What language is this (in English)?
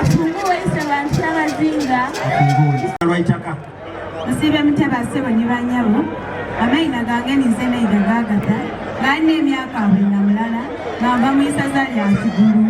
Soga